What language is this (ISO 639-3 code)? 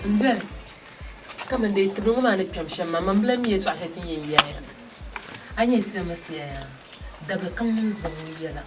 dag